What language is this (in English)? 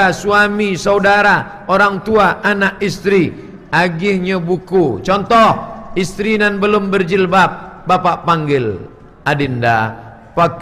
Minangkabau